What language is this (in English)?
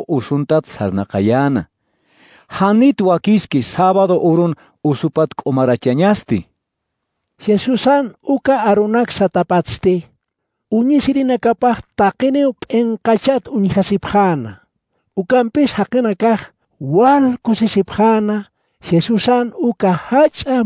Aymara